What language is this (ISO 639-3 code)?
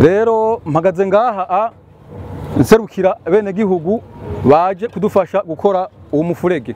run